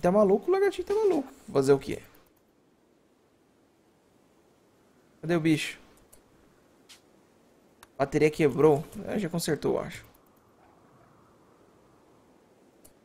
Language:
Portuguese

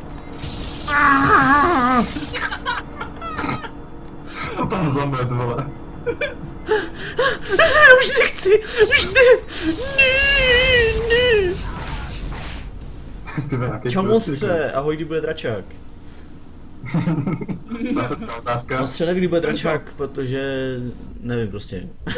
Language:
Czech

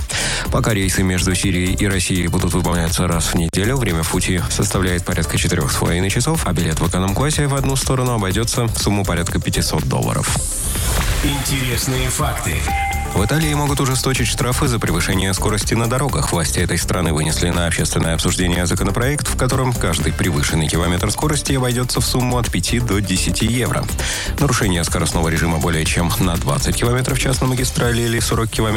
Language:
Russian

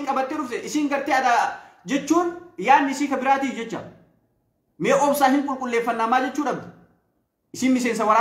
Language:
Oromo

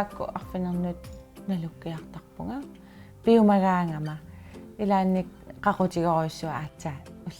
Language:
Kalaallisut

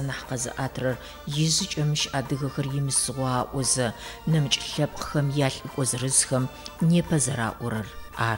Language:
Adyghe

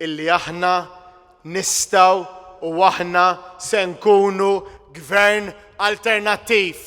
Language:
Maltese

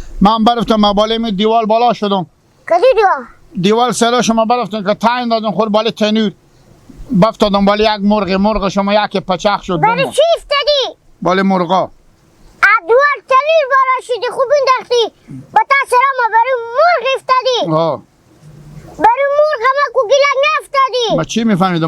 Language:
Hazaragi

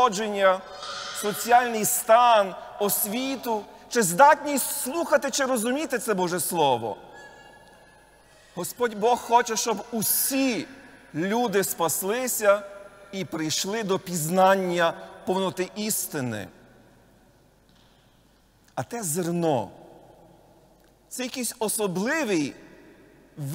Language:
Ukrainian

